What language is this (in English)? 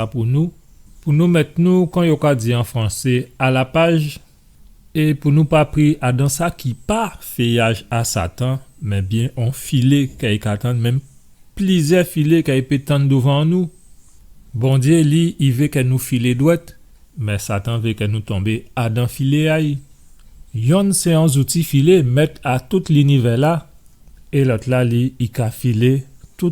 Guadeloupean Creole French